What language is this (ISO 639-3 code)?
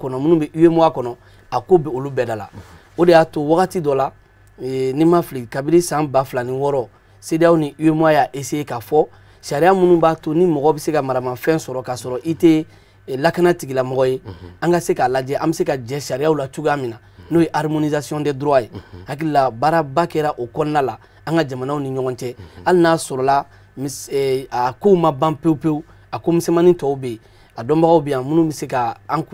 bam